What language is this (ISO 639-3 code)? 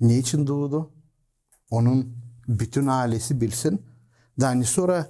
gag